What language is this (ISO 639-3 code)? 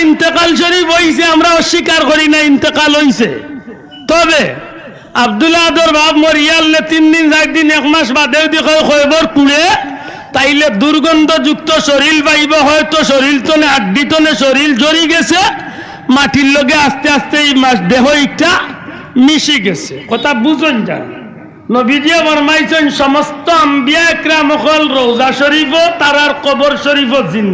syl